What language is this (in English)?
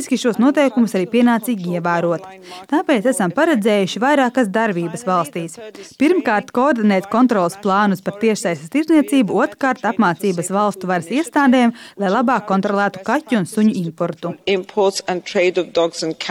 Latvian